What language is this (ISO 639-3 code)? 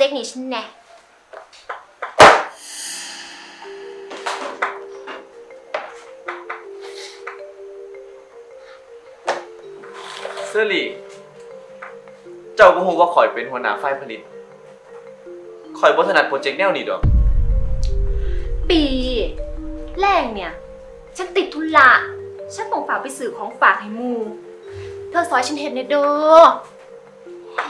tha